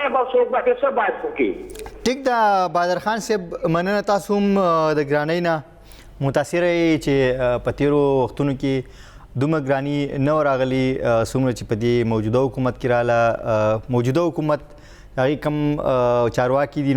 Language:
Pashto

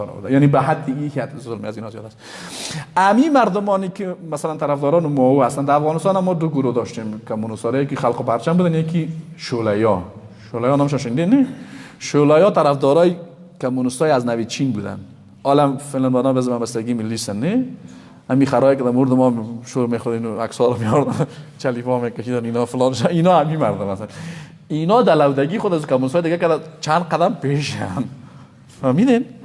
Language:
Persian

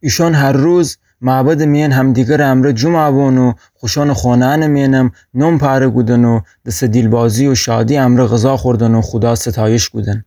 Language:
Gilaki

